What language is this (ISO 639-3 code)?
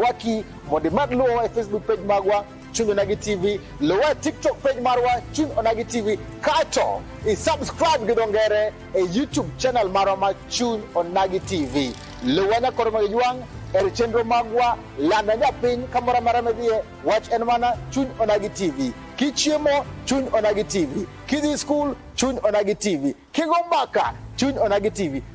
luo